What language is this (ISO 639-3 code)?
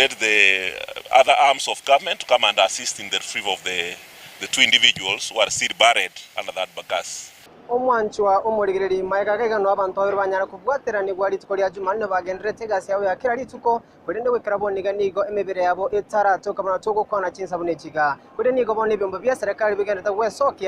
guz